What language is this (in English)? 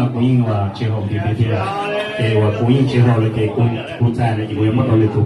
Hmong